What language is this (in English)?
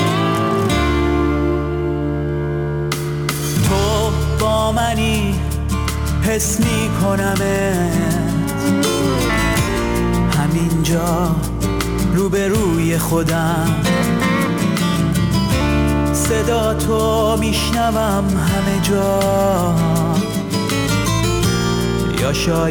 Persian